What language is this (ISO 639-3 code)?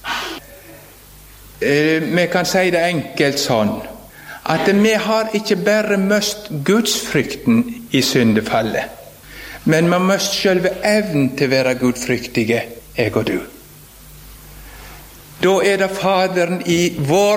nor